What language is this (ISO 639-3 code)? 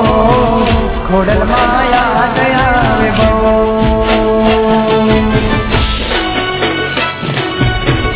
guj